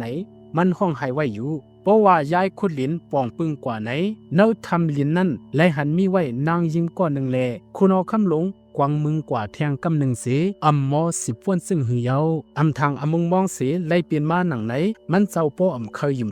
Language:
Shan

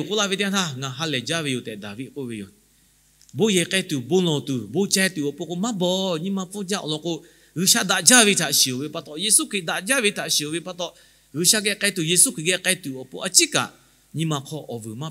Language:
Lahu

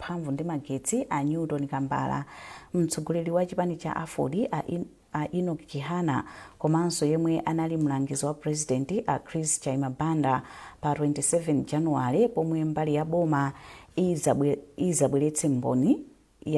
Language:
Nyanja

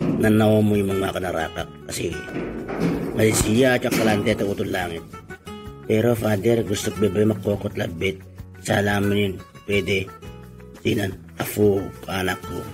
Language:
Itawit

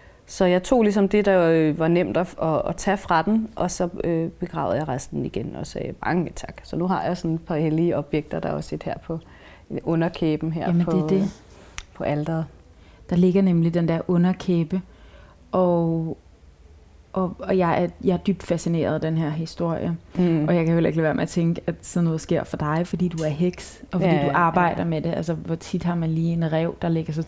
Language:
Danish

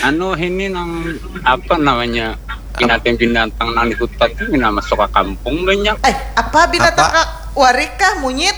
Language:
Banjar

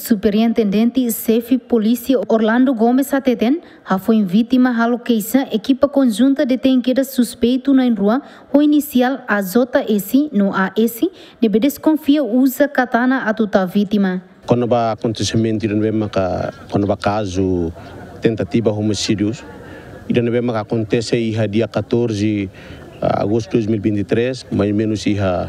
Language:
Tetum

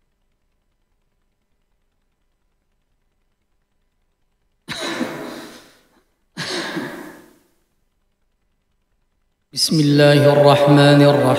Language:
Arabic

